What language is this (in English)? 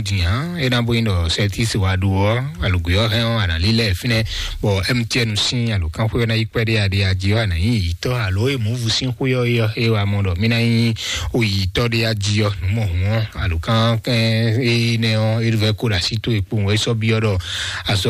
Fon